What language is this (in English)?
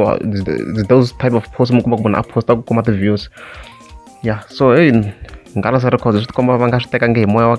Tsonga